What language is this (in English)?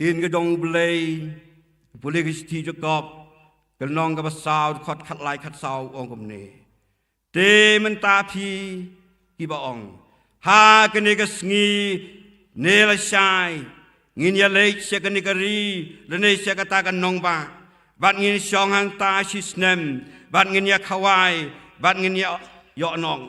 Khasi